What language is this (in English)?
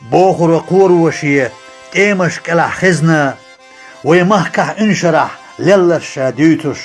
Chechen